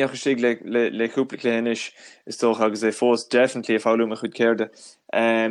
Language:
Irish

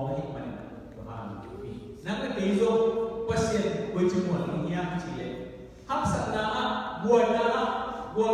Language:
Tedim Chin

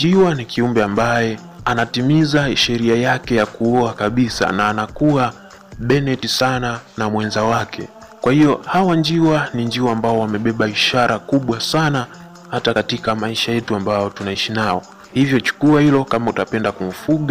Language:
Swahili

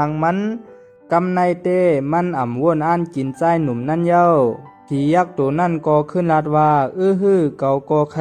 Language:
Shan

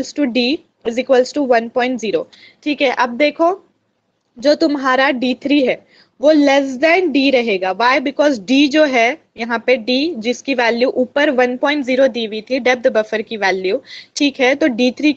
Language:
Hindi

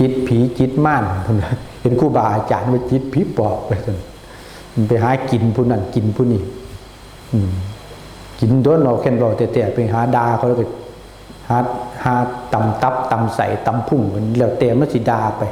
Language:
Northeastern Thai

